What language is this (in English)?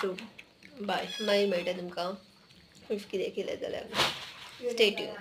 Konkani